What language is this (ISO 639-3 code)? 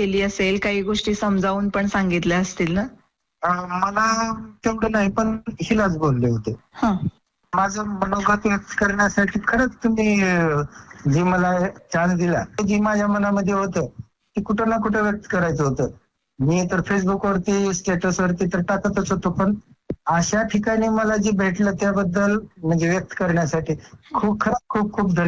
mar